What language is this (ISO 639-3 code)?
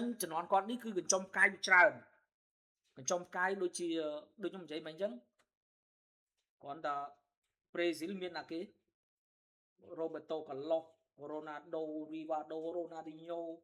khm